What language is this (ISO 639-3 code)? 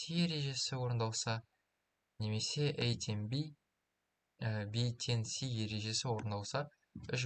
kaz